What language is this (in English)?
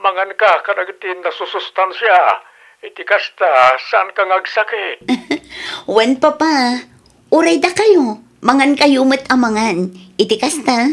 Iloko